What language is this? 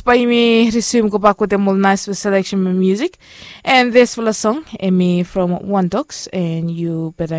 Bislama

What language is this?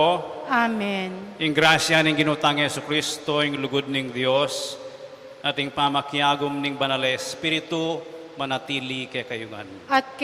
Pampanga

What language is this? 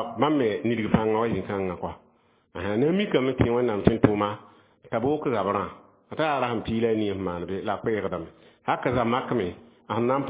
Mossi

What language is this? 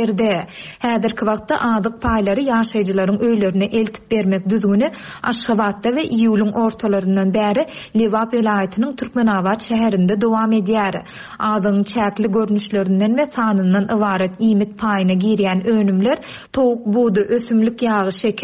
Turkmen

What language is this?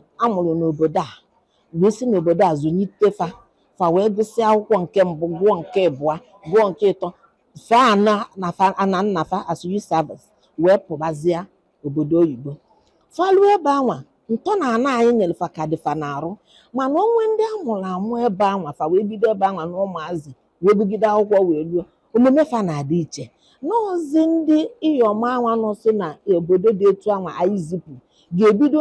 Igbo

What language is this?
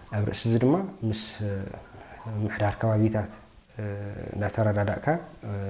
Tigrinya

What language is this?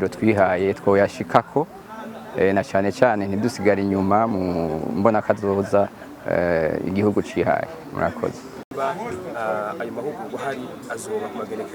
Rundi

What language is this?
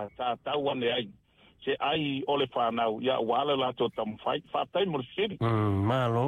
Samoan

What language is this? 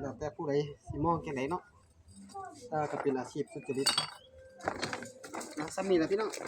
Lao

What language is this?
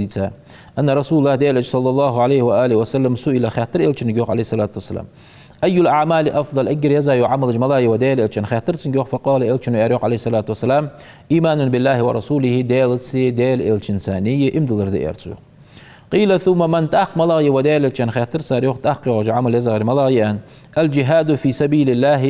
Ingush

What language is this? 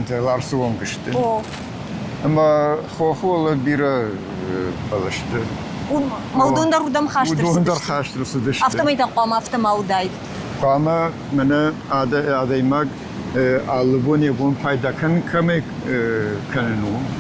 Ossetic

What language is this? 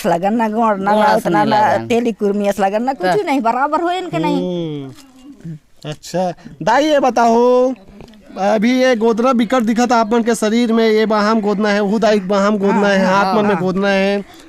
Chhattisgarhi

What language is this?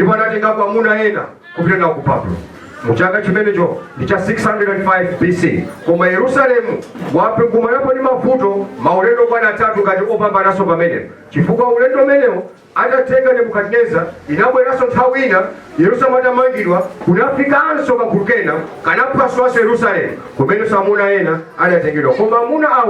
Nyanja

